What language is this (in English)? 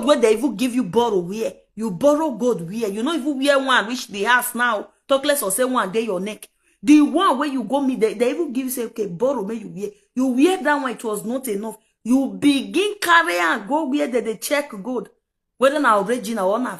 Nigerian Pidgin